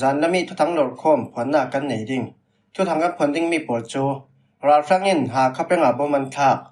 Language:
Falam Chin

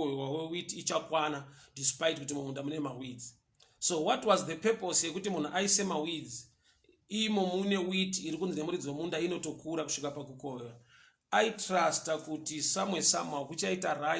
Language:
Shona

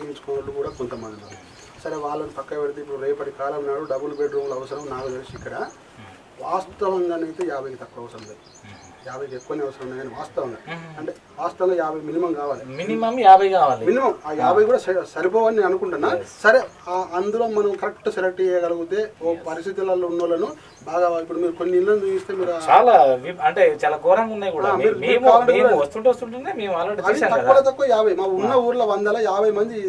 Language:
Telugu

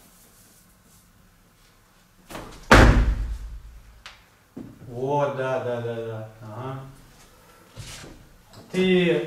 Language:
Russian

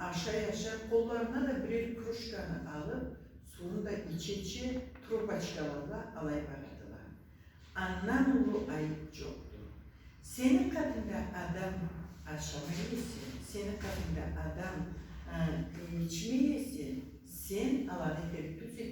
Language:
Karachay-Balkar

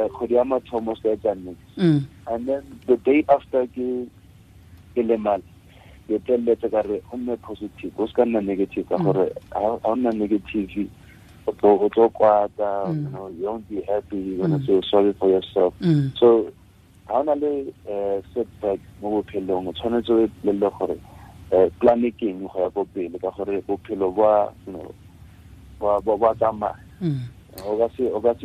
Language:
Tswana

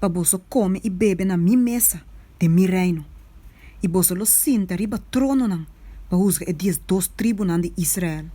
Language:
Papiamento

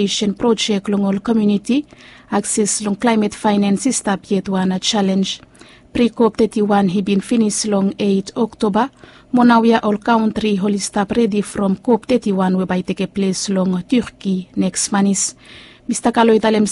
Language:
Bislama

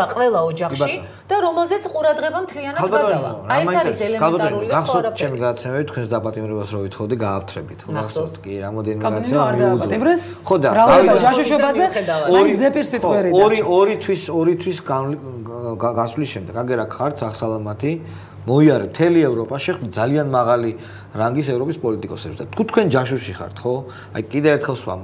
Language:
Georgian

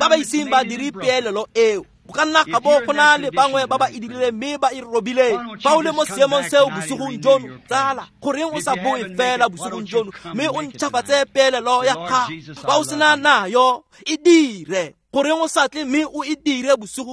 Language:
Tswana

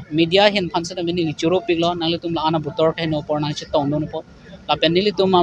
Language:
Karbi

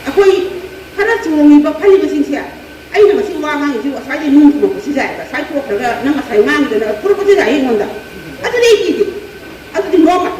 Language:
Manipuri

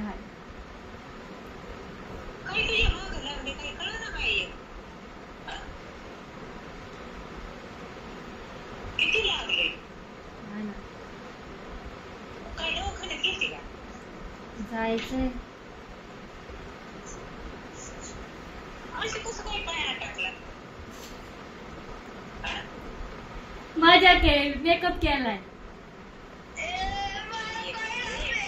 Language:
Marathi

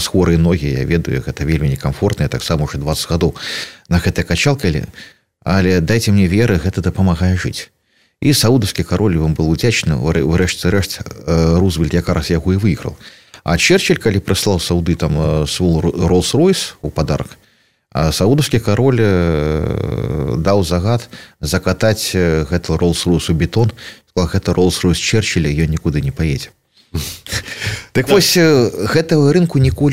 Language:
Belarusian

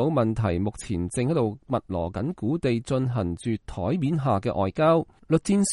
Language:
Cantonese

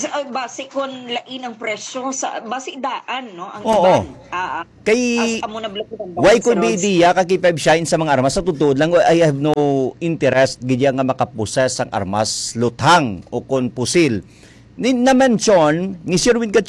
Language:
Hiligaynon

